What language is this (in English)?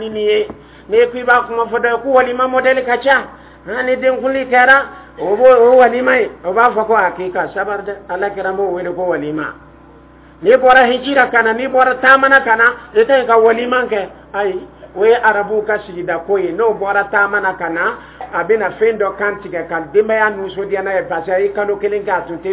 Dyula